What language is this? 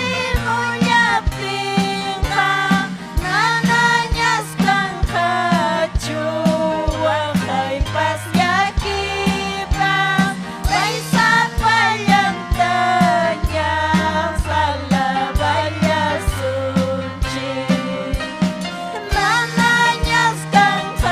Ayacucho Quechua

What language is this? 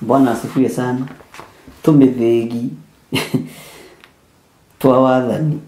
Kikuyu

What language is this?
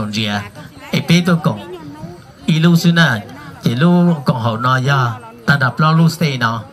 Hmong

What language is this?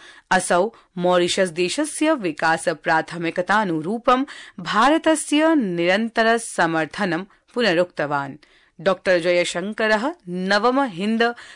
Sanskrit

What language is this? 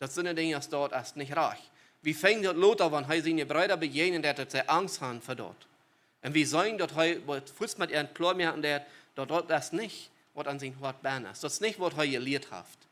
Plautdietsch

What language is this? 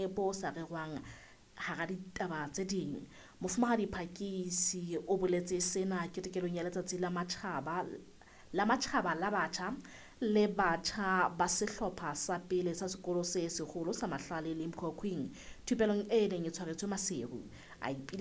Southern Sotho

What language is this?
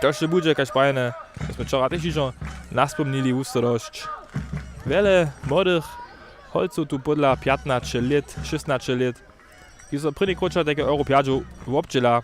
Upper Sorbian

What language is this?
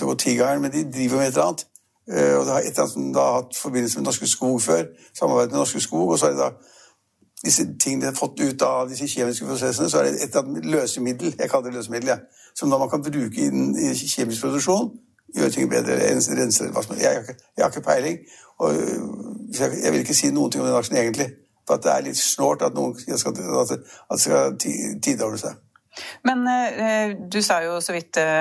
Norwegian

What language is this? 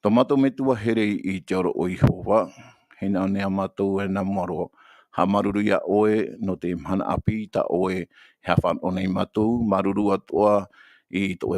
Tahitian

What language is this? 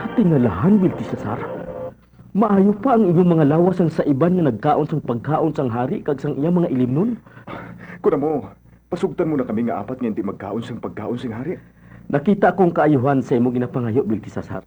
Hiligaynon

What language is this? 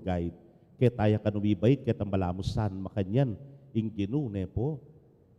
Pampanga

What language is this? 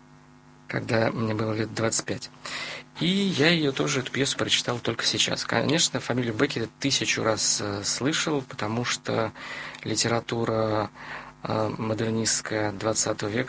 Russian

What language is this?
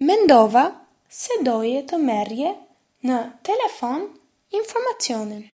Albanian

